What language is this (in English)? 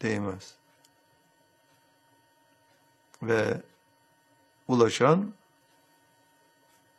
Turkish